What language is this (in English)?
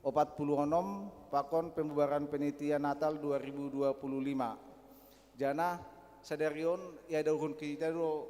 Batak Simalungun